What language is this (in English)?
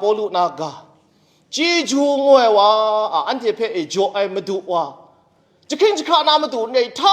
Kachin